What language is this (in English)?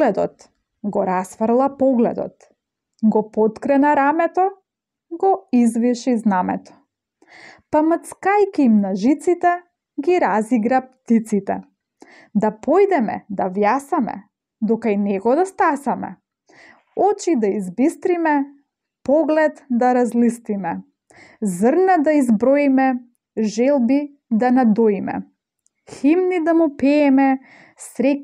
Macedonian